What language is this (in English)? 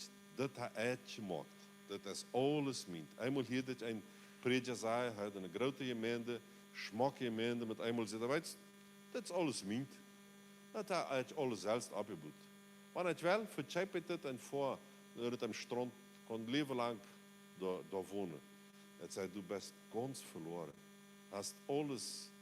Plautdietsch